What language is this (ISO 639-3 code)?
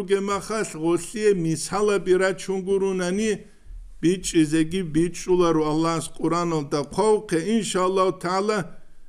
ava